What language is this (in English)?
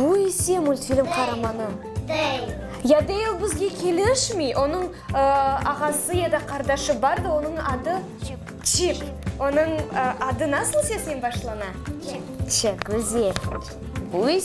Crimean Tatar